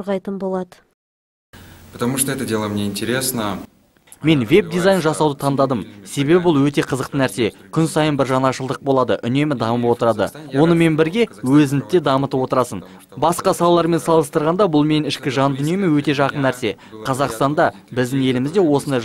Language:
Kazakh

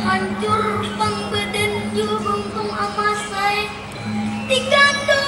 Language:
Banjar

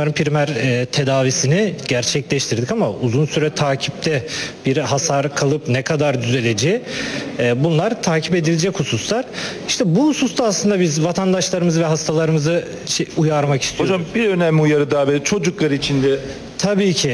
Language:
Turkish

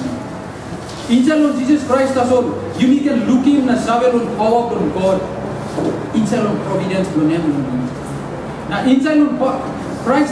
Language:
Tok Pisin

